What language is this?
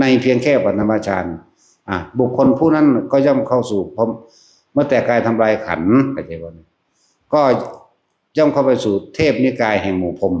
Northeastern Thai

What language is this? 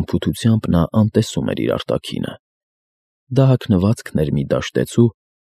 Armenian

